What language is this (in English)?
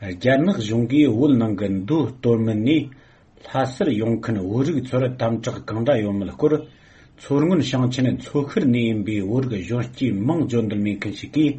Tibetan